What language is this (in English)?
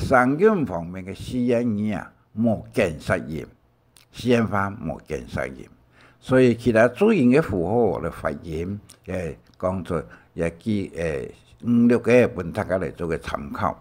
Hakka Chinese